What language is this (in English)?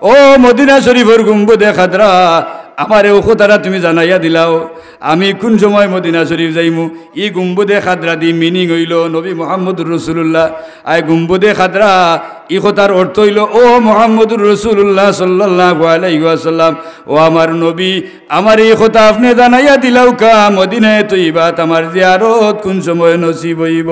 Sylheti